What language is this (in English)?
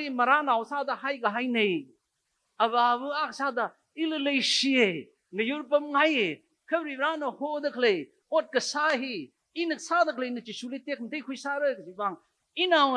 Tangkhul Naga (India)